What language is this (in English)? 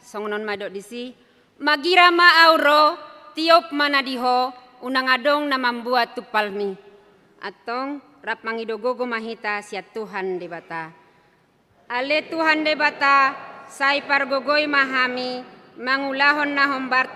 Batak Toba